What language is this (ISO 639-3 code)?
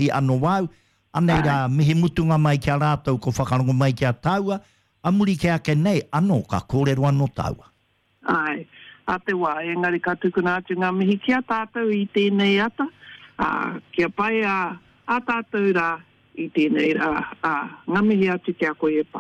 mri